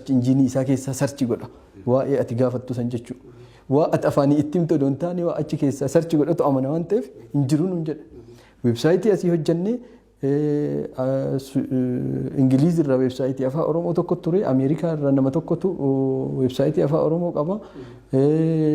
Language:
Oromo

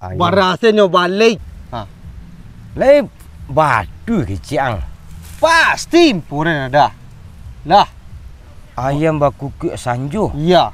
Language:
Minangkabau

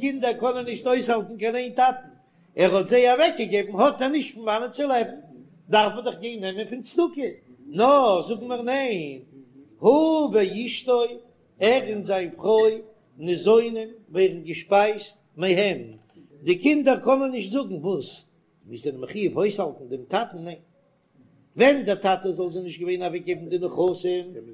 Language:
Yiddish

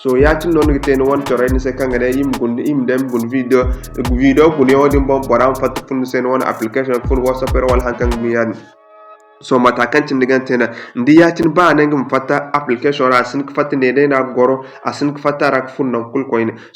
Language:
Zarma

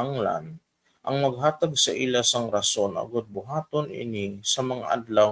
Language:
Hiligaynon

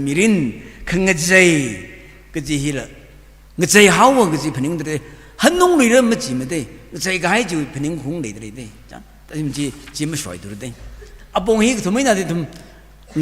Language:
Tangkhul Naga (India)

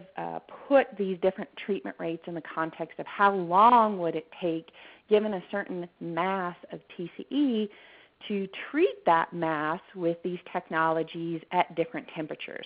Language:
English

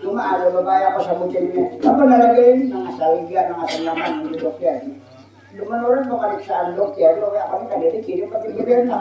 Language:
Banjar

